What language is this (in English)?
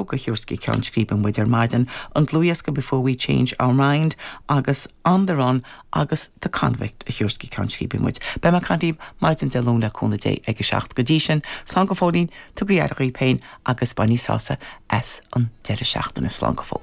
Irish